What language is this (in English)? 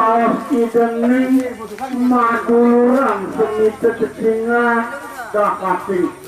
Balinese